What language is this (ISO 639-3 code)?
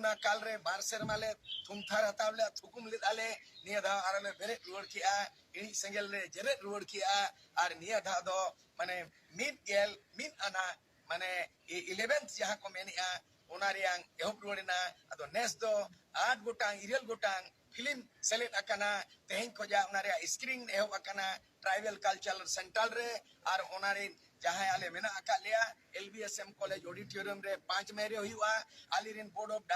sat